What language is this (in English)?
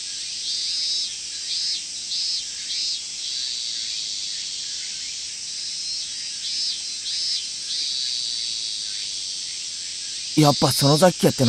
Japanese